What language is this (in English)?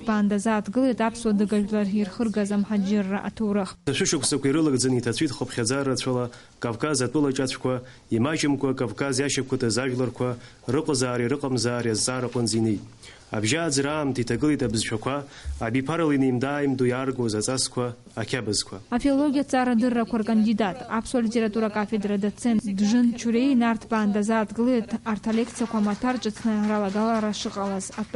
Abkhazian